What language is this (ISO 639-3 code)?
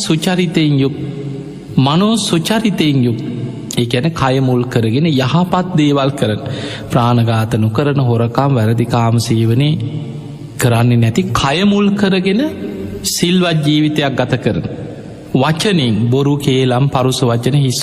sin